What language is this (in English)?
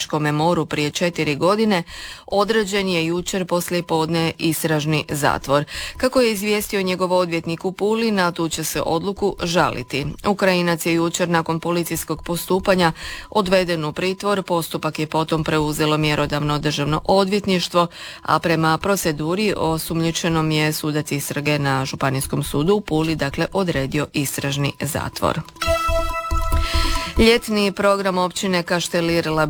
Croatian